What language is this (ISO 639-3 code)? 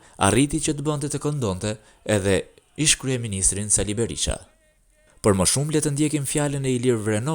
sqi